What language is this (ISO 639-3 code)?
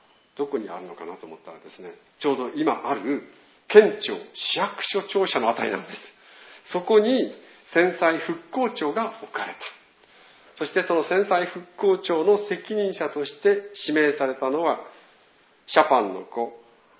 jpn